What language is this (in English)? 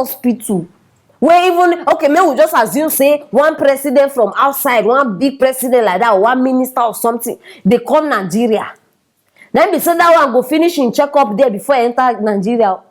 Nigerian Pidgin